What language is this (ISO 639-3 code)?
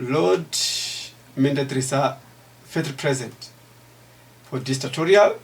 tso